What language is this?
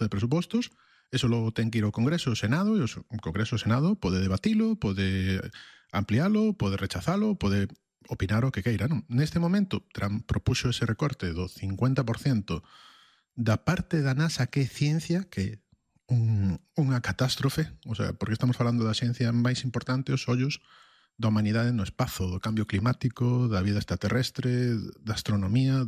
Galician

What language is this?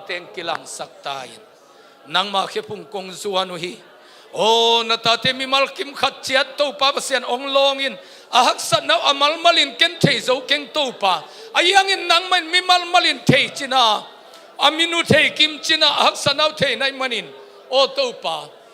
Tedim Chin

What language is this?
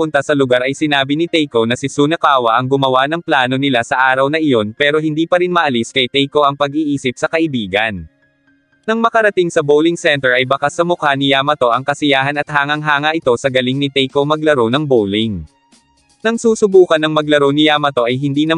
Filipino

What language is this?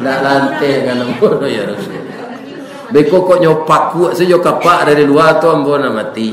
Minangkabau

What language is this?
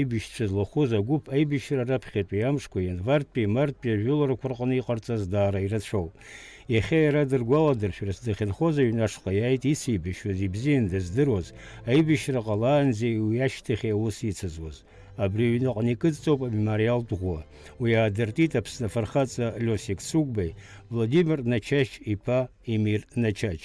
Abkhazian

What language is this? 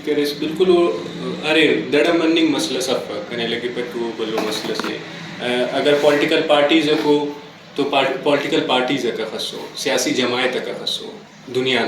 Brahui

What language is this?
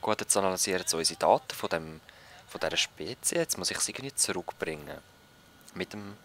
Swiss German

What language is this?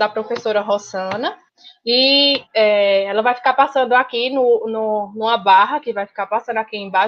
Portuguese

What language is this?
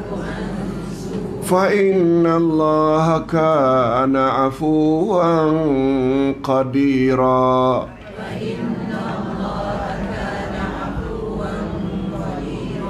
Malay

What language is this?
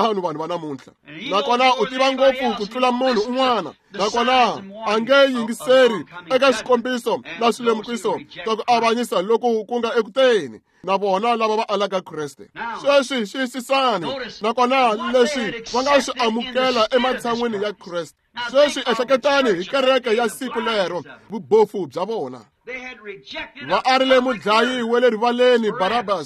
Tsonga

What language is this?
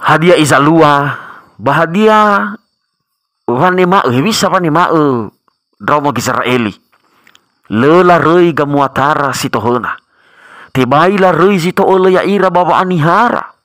Nias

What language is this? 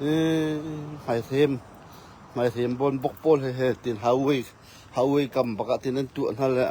Hakha Chin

